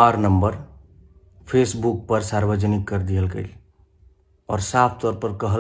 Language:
Bhojpuri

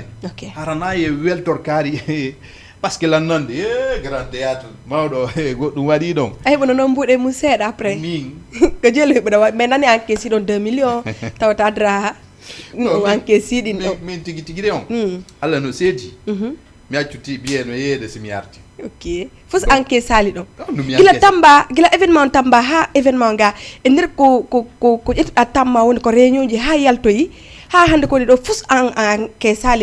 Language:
Fula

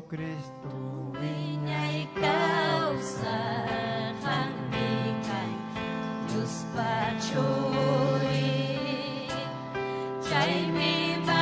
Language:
Ayacucho Quechua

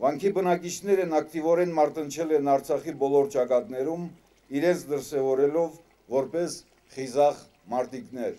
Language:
Armenian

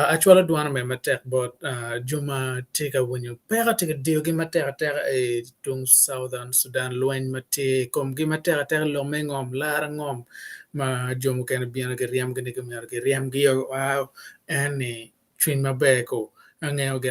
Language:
Acoli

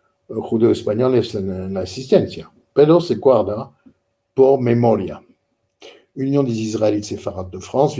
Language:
Ladino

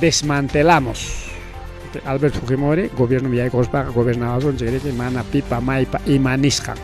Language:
Ayacucho Quechua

